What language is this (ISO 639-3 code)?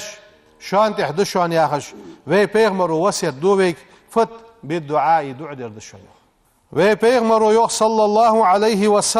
inh